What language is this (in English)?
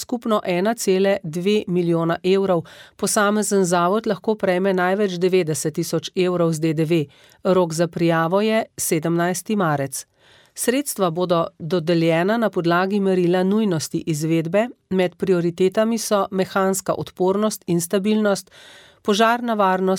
Slovenian